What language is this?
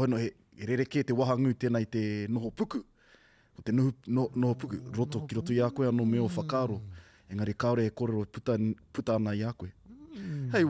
Māori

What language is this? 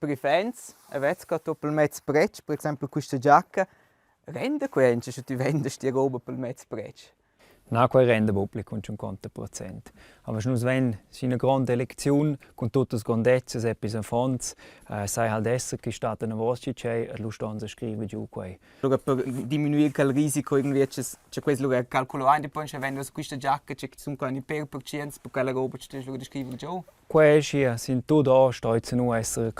Romansh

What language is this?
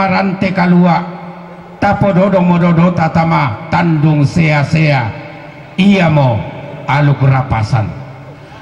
Toraja-Sa'dan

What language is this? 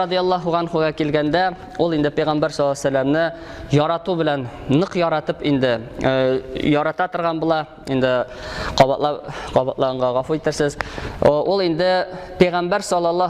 Tatar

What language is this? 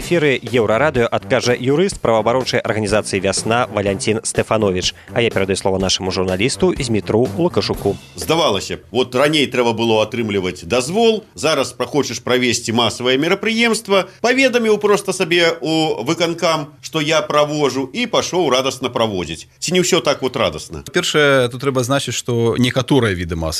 Belarusian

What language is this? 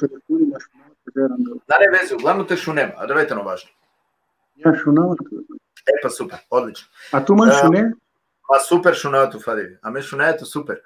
Balkan Romani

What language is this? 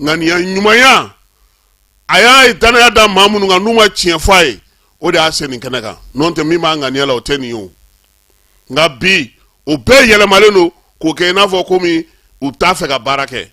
Bambara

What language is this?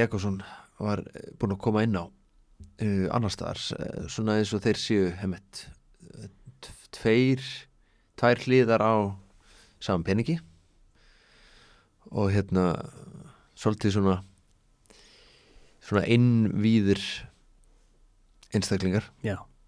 Icelandic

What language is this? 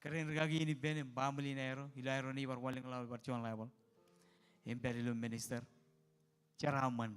Marshallese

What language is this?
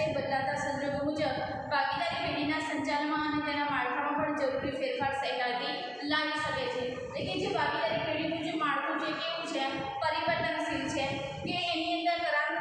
Gujarati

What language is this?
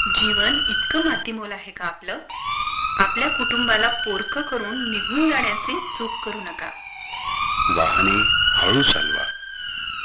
Marathi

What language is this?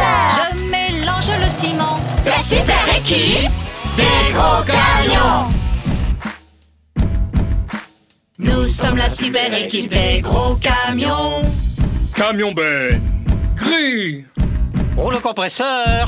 French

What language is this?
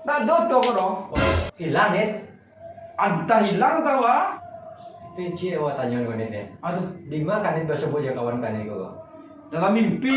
Minangkabau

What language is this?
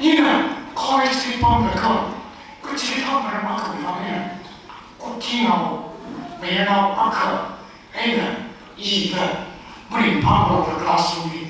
Tangkhul Naga (India)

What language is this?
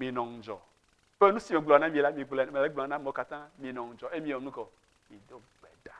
Ewe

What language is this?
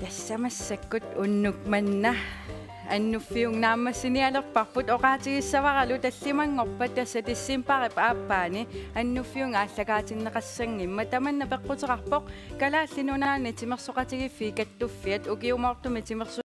Kalaallisut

